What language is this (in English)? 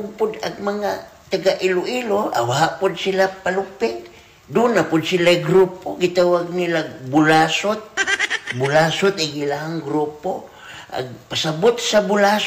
Cebuano